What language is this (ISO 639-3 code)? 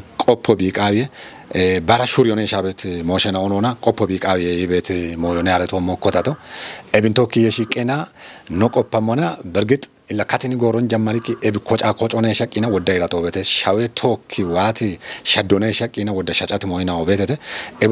kbr